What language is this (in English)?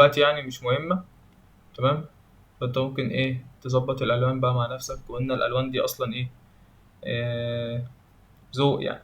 Egyptian Arabic